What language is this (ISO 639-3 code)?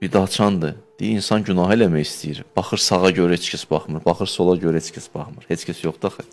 aze